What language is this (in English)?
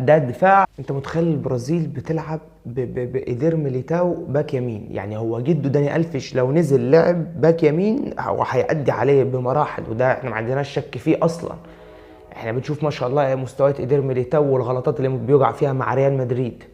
Egyptian Arabic